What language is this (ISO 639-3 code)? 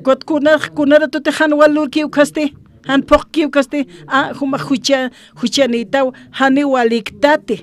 aym